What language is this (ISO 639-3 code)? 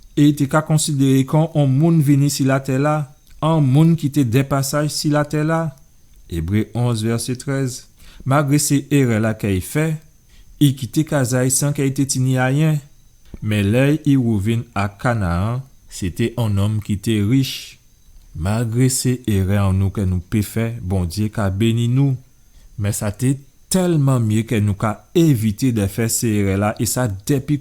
gcf